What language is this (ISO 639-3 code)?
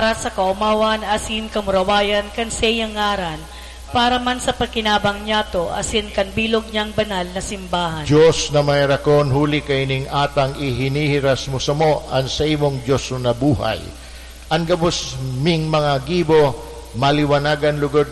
bik